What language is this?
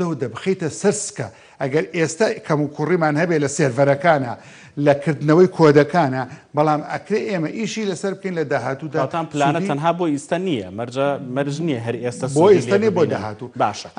Central Kurdish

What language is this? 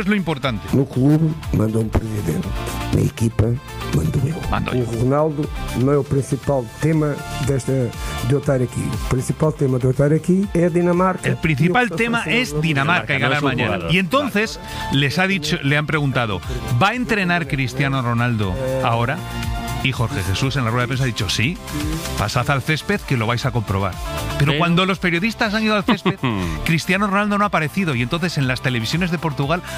Spanish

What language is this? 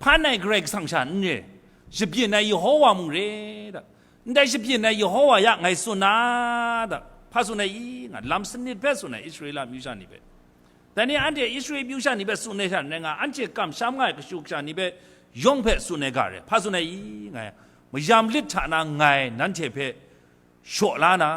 Kachin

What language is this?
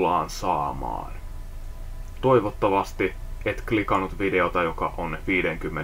Finnish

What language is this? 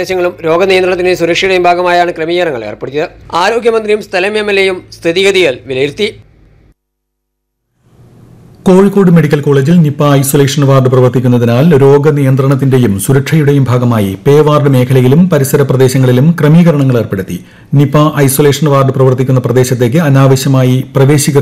Malayalam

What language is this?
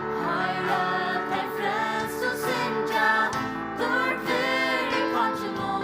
Faroese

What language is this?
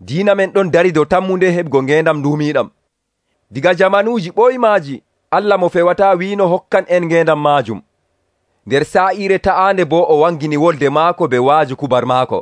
Nigerian Fulfulde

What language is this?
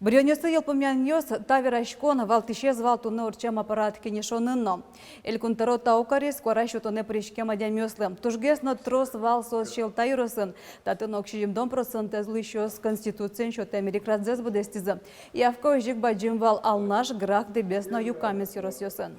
Udmurt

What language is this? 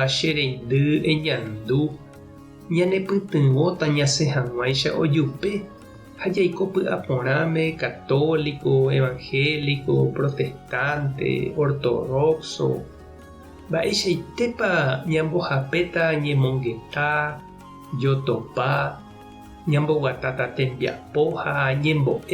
Guarani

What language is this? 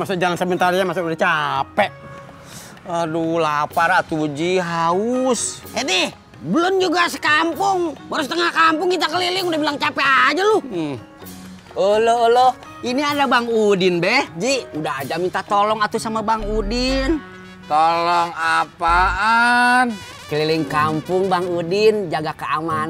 Betawi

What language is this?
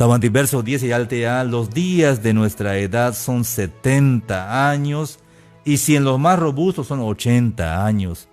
Tzeltal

